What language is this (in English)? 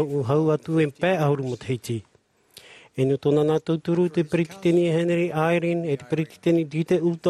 Tahitian